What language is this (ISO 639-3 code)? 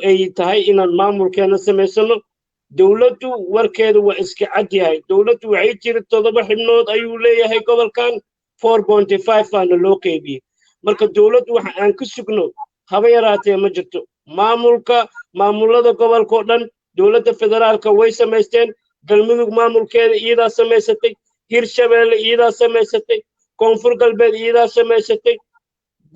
som